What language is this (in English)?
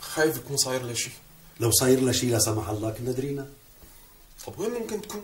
North Levantine Arabic